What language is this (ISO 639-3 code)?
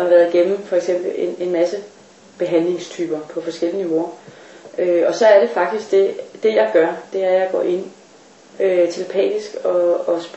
dan